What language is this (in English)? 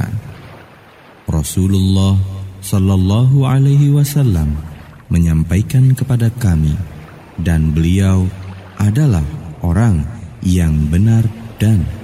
Indonesian